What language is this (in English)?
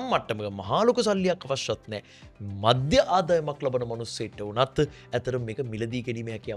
Sinhala